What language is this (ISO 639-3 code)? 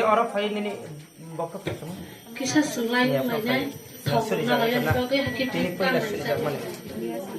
trp